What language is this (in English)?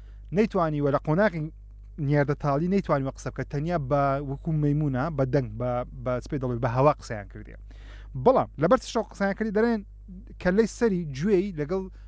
Central Kurdish